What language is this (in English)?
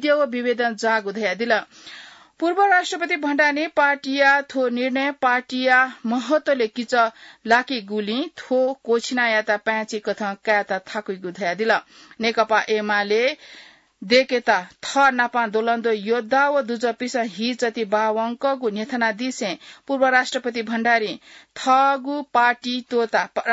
Newari